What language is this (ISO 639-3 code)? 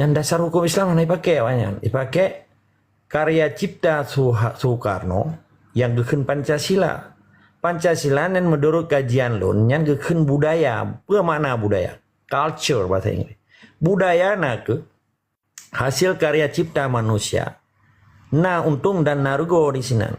ace